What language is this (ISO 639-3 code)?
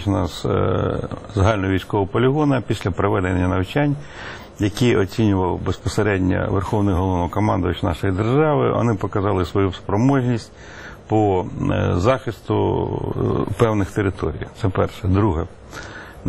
ukr